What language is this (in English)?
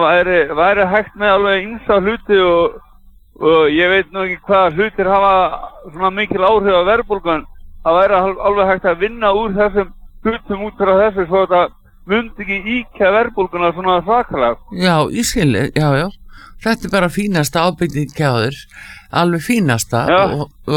Icelandic